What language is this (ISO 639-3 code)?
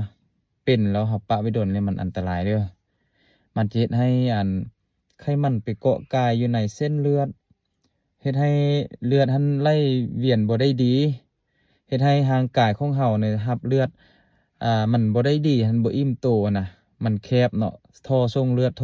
lao